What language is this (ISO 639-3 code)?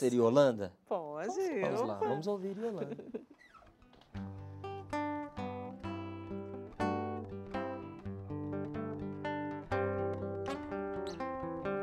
por